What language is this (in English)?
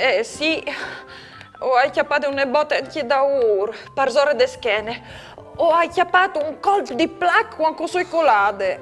Friulian